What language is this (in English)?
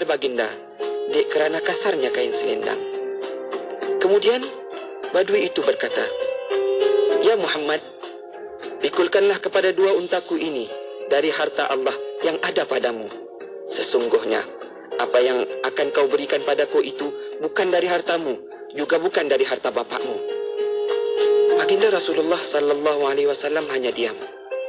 Malay